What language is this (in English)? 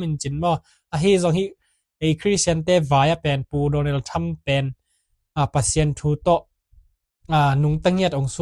Tedim Chin